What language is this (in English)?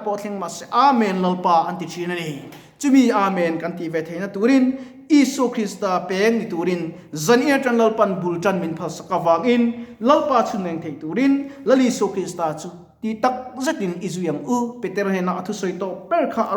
Mizo